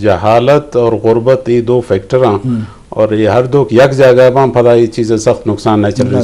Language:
Eastern Balochi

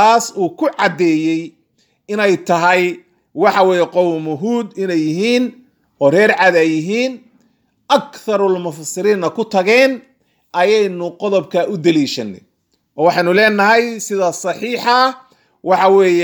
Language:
Somali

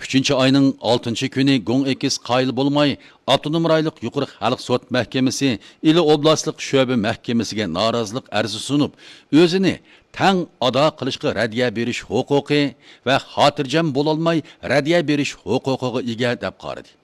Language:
Uyghur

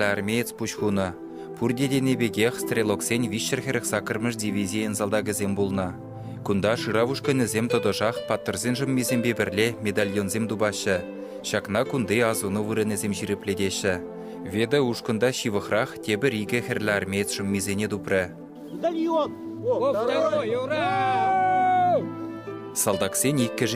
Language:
Chuvash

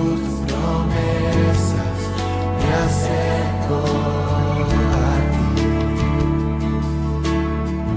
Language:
Spanish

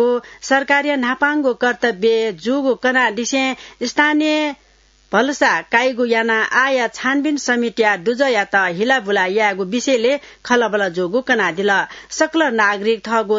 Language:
Newari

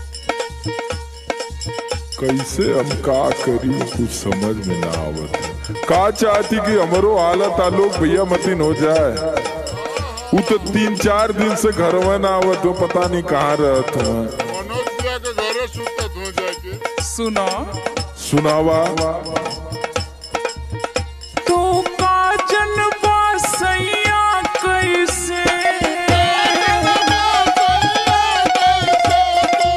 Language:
Bhojpuri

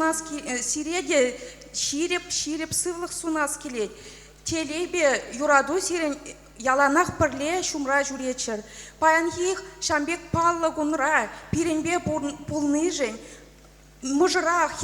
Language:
Chuvash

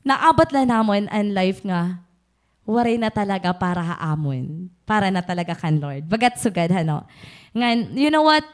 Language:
Waray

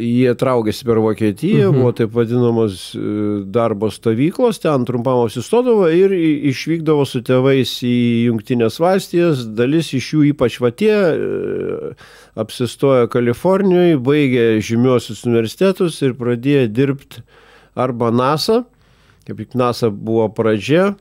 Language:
Lithuanian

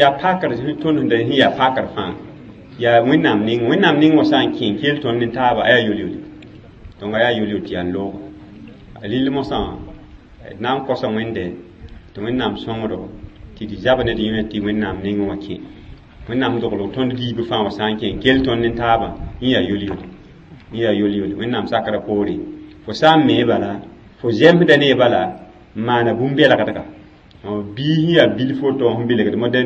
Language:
Mossi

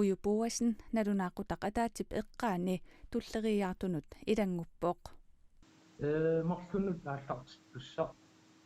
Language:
Kalaallisut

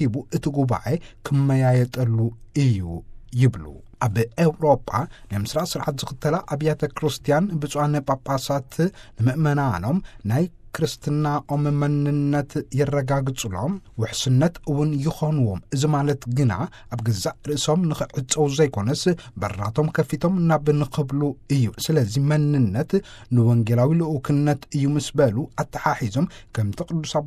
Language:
Tigrinya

